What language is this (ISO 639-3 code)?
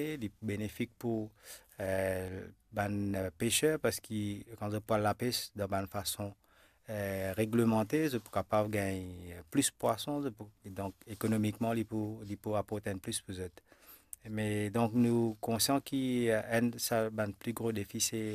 mfe